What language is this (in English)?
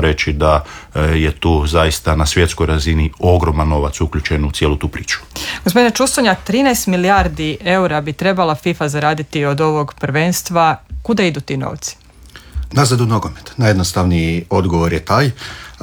Croatian